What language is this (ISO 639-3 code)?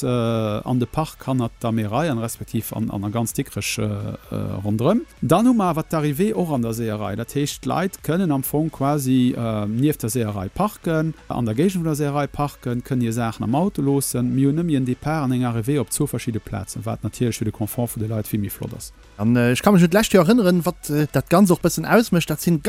ltz